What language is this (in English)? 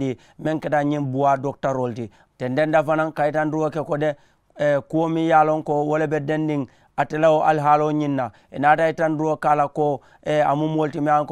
Mandingo